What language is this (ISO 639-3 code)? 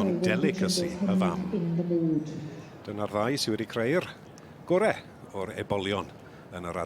cym